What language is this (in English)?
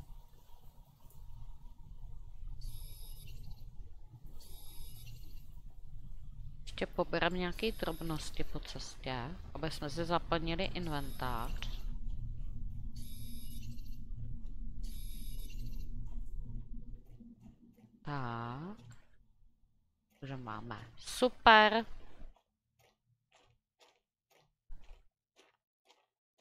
Czech